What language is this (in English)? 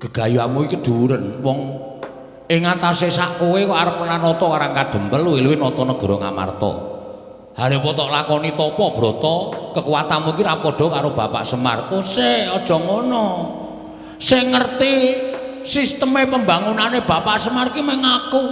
Javanese